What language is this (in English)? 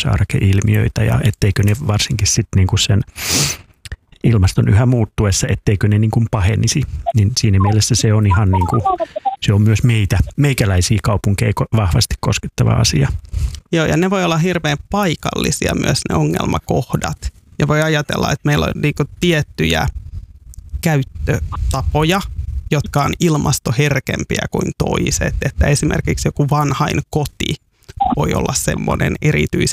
Finnish